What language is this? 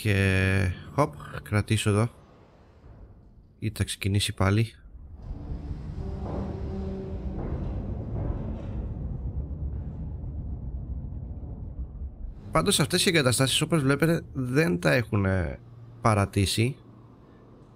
Greek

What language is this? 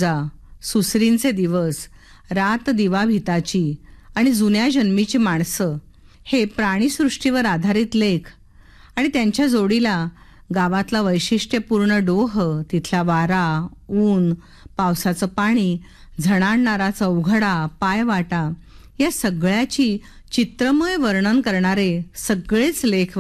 Marathi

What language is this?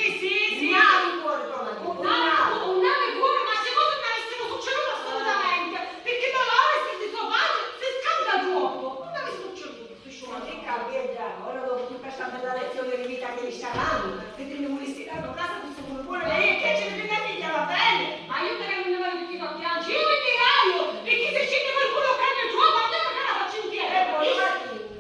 Sicilian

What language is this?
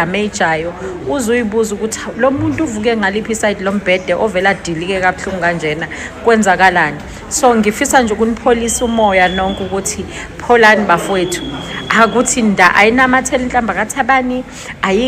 Zulu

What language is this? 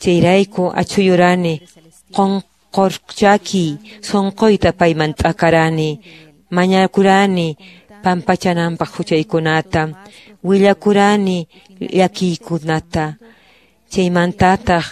Quechua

